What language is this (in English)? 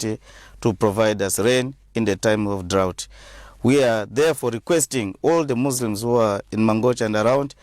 English